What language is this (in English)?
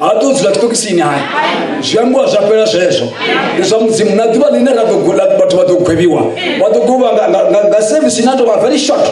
Venda